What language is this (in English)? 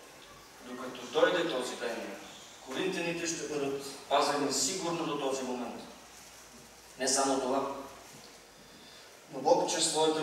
Bulgarian